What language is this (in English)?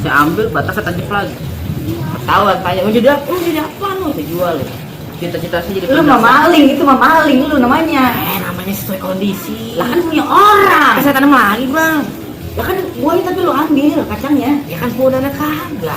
Betawi